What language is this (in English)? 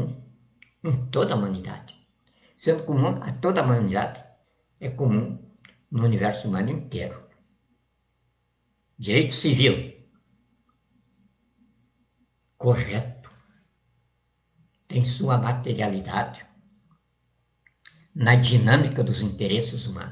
Portuguese